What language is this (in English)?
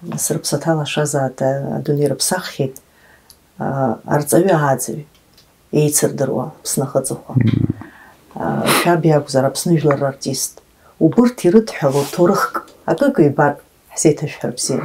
Abkhazian